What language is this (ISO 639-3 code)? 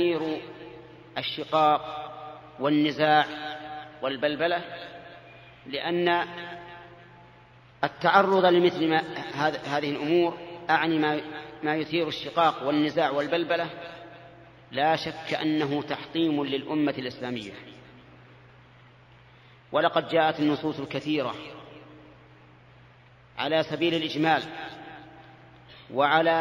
ara